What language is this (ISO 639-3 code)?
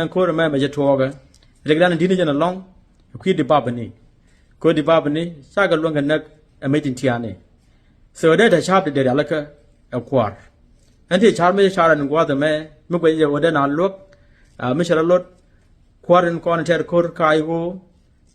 nus